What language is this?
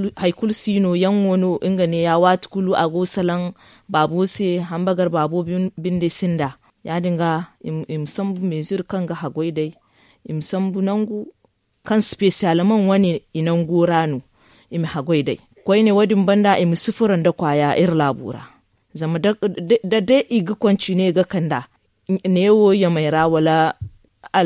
Zarma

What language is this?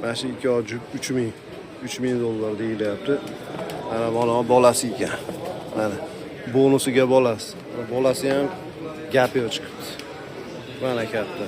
Uzbek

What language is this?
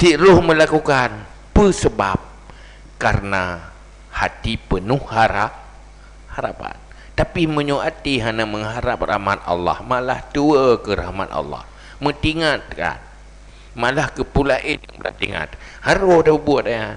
Achinese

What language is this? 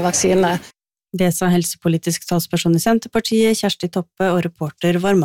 Norwegian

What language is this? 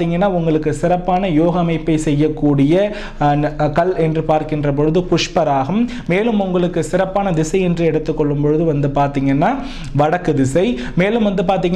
Tamil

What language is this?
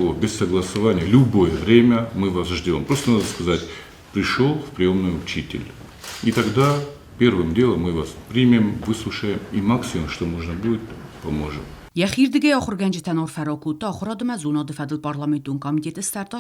Ossetic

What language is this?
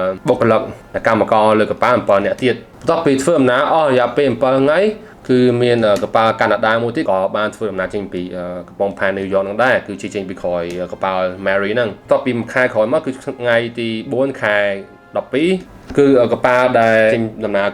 Khmer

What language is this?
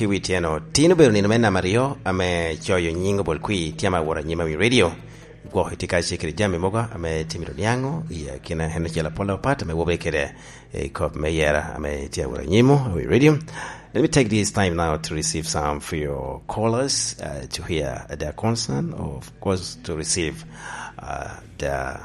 Lango (Uganda)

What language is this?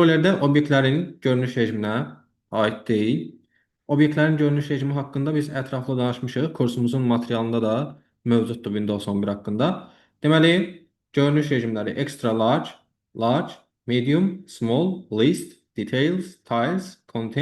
Azerbaijani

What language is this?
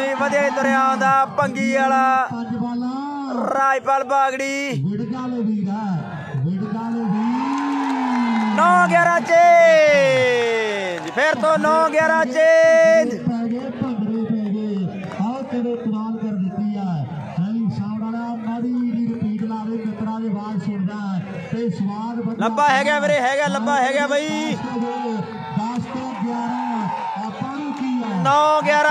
Punjabi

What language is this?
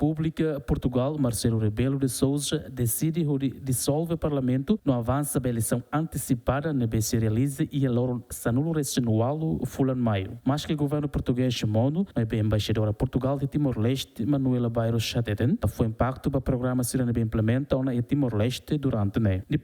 Tetum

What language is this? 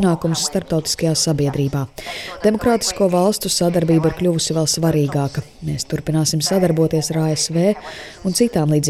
Latvian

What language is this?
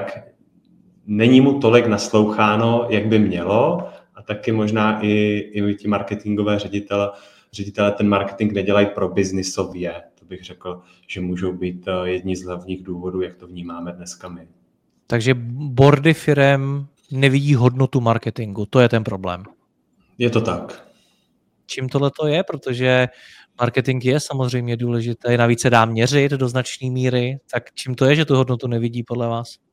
Czech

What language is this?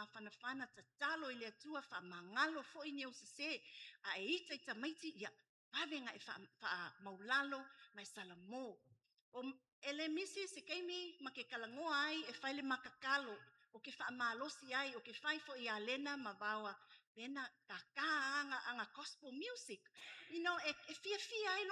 Samoan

